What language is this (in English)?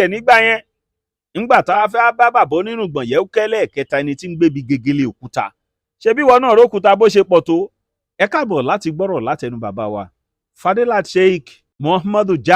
Yoruba